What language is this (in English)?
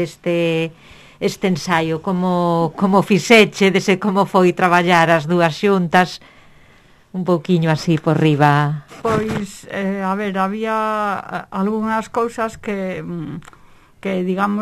Galician